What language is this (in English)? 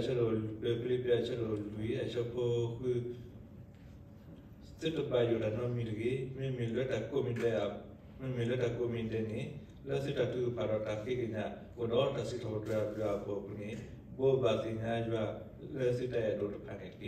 S'gaw Karen